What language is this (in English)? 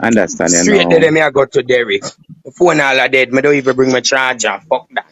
Jamaican Creole English